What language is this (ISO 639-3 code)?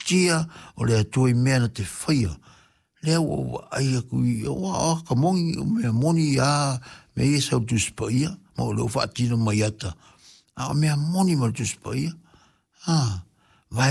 smo